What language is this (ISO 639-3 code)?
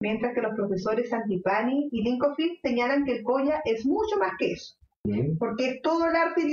spa